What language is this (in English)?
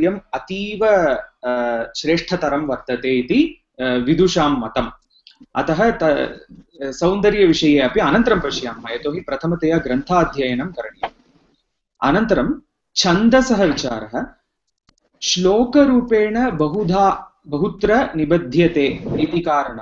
Sanskrit